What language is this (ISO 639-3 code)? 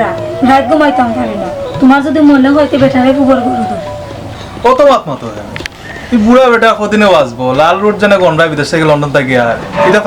syl